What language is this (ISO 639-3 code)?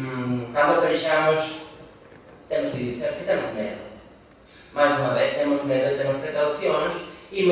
glg